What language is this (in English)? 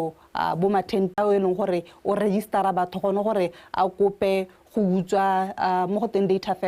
Tswana